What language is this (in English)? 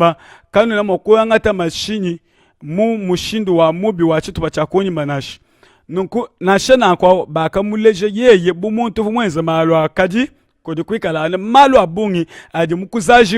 Luba-Lulua